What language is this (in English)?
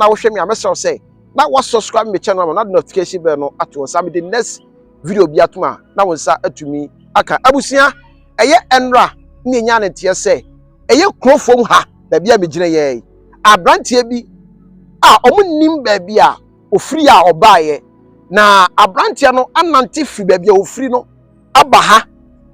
Akan